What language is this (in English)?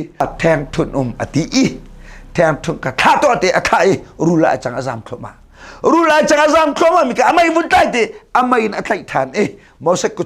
Hakha Chin